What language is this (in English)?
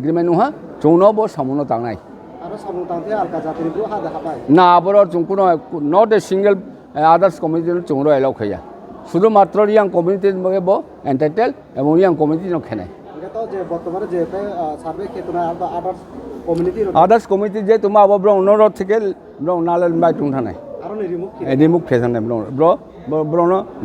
Riang (India)